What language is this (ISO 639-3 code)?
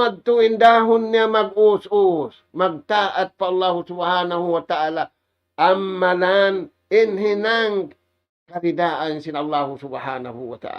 tsg